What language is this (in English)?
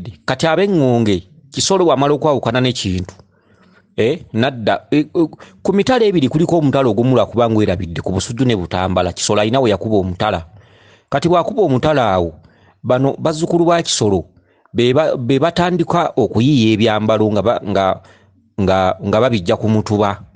Ganda